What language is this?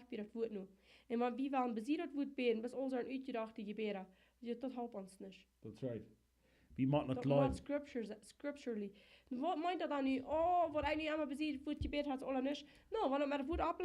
Plautdietsch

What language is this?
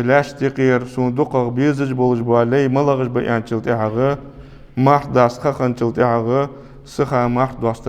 Ingush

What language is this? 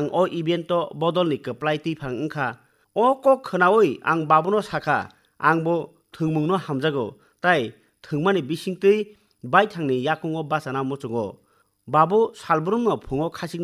Kok Borok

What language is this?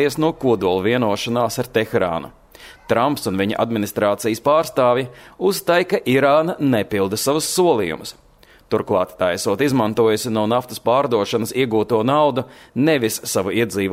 Latvian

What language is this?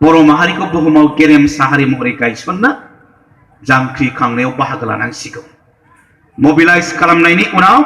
Bodo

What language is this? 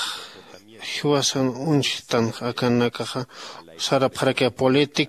Aymara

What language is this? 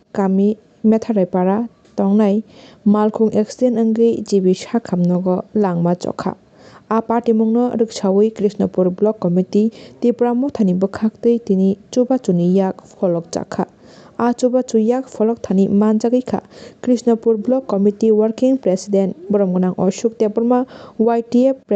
Kok Borok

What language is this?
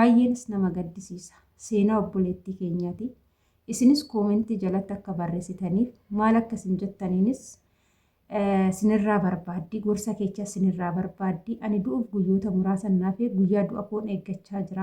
Oromo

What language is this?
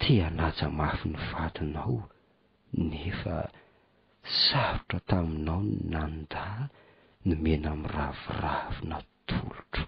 Malagasy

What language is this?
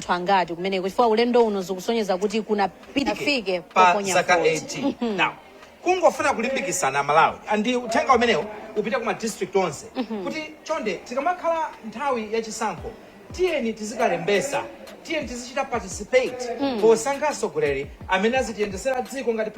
Nyanja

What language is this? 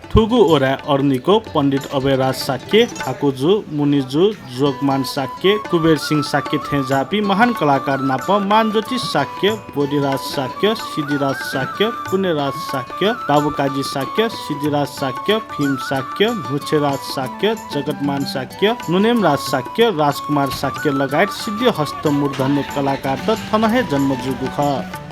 Newari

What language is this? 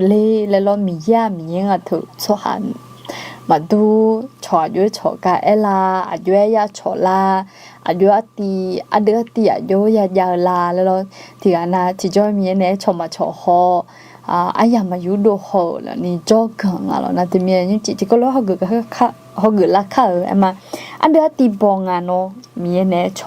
Akha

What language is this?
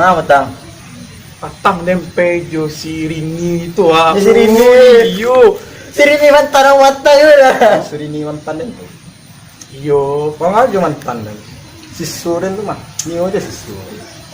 Minangkabau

